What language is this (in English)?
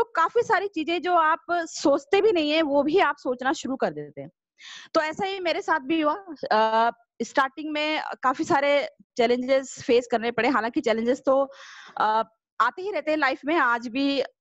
Hindi